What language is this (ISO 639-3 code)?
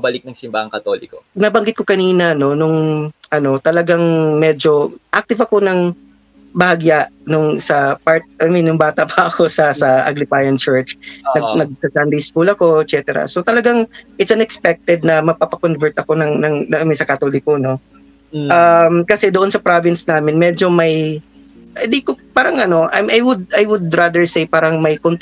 fil